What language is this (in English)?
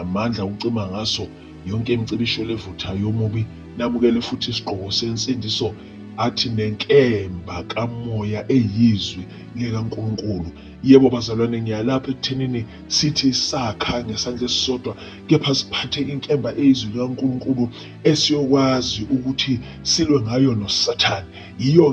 Zulu